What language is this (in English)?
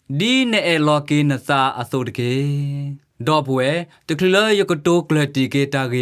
S'gaw Karen